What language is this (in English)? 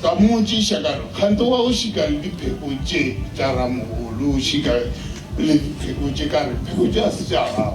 Northern Sotho